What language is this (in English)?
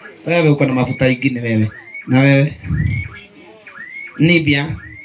Swahili